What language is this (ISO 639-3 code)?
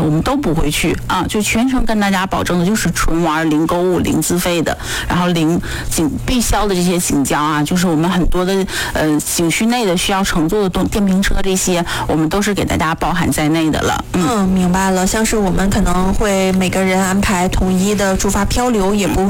zho